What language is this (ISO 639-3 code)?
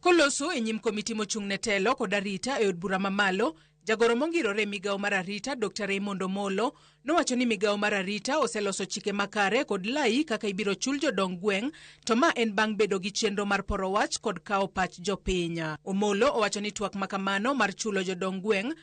luo